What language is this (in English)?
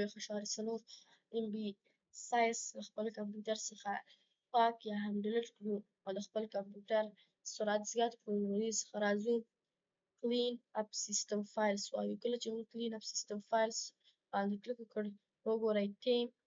Pashto